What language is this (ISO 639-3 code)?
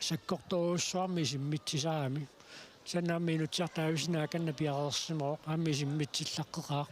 kal